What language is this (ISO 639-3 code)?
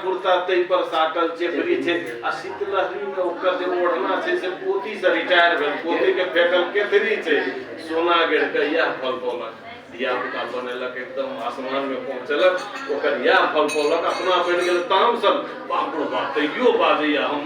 mai